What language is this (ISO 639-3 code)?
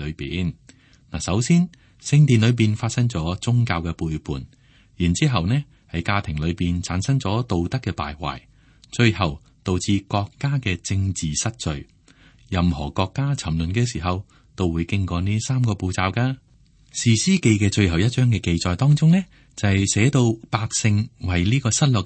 yue